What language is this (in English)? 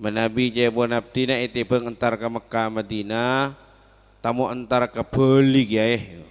Madurese